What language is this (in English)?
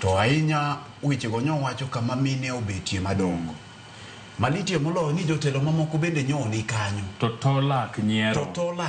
Luo (Kenya and Tanzania)